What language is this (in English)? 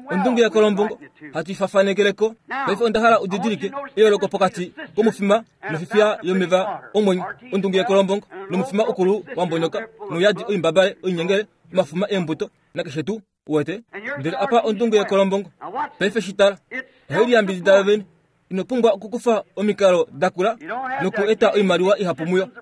Kuanyama